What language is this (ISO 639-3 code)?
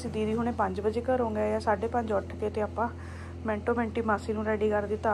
pan